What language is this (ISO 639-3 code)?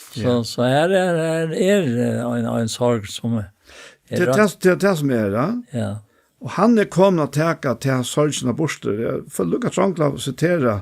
fao